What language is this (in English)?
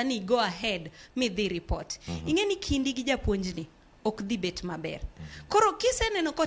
Luo (Kenya and Tanzania)